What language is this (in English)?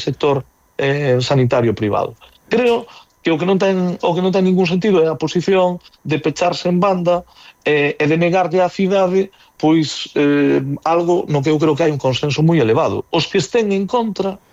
Galician